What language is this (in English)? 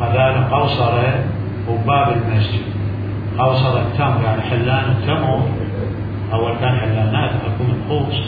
Mesopotamian Arabic